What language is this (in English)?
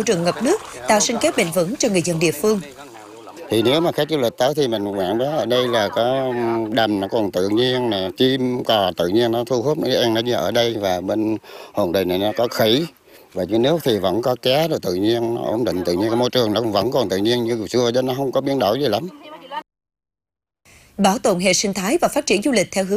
Vietnamese